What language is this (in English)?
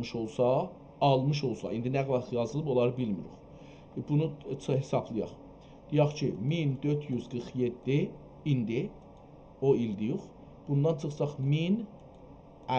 South Azerbaijani